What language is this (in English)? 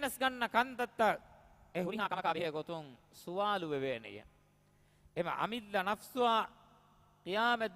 Divehi